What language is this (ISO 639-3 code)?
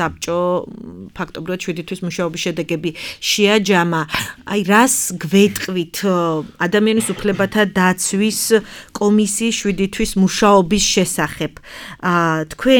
kat